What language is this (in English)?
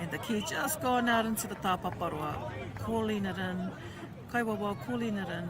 Māori